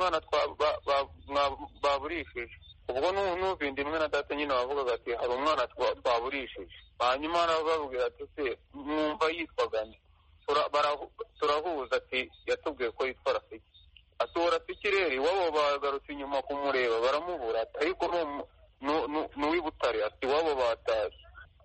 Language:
Kinyarwanda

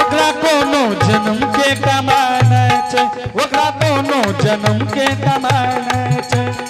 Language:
Angika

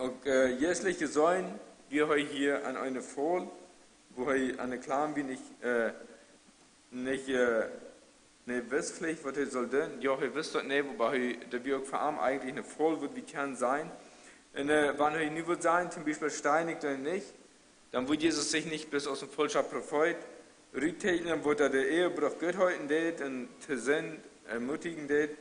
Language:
Plautdietsch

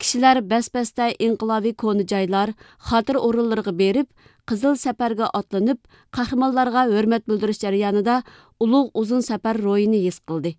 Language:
Uyghur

